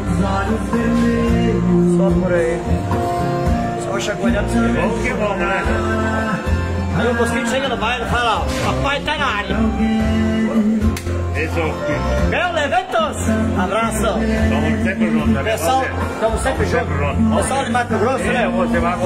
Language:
Portuguese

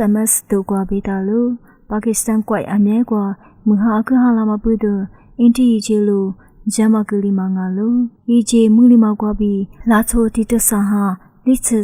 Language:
Lisu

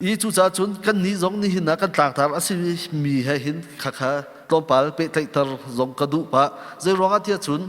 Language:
Hakha Chin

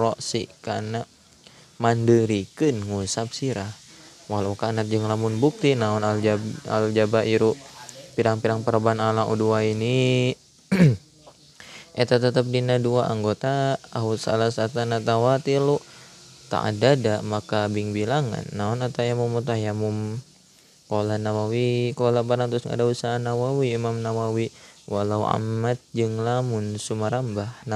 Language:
Sundanese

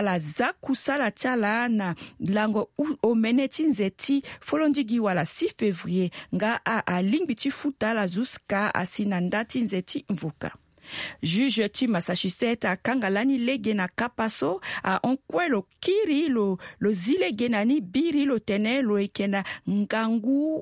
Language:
Sango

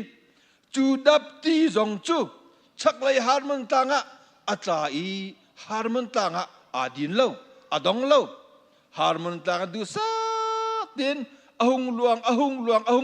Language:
Hakha Chin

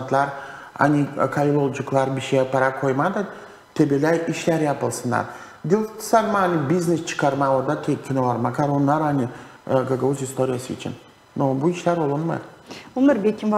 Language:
Gagauz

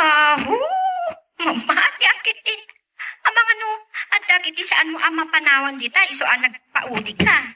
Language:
Iloko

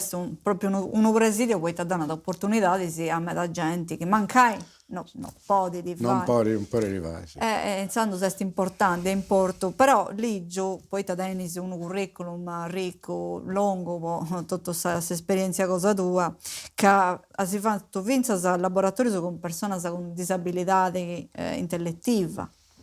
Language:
Sardinian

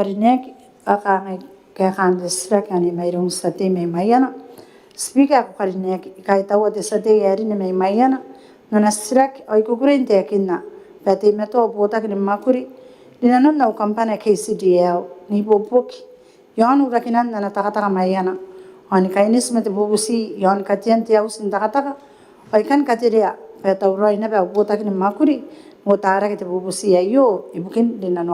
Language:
Gilbertese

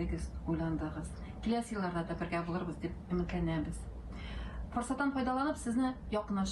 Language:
Tatar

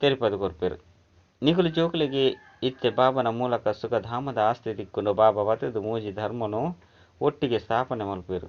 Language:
Tulu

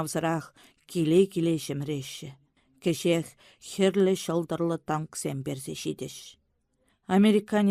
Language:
Chuvash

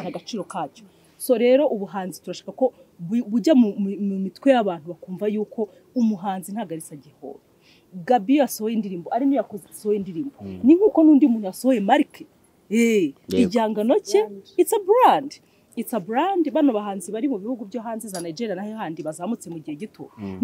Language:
Kinyarwanda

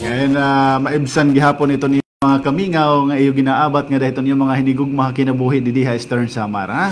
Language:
Waray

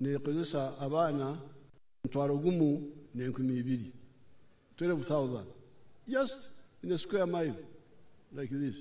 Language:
Nyankole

